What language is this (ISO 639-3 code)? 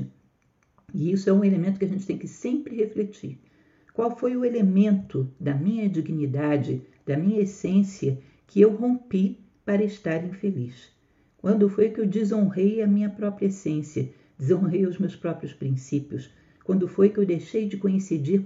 por